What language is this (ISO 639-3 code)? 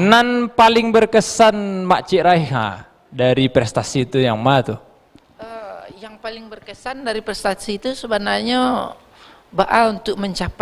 min